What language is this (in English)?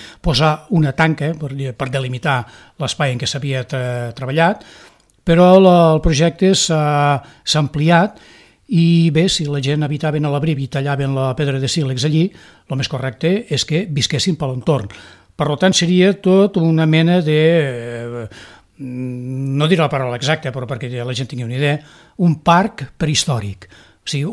Catalan